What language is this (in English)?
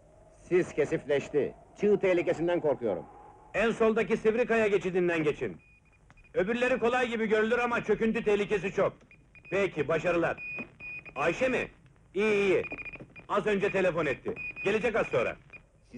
Turkish